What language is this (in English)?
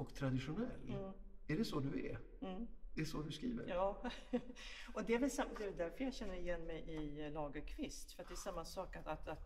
Swedish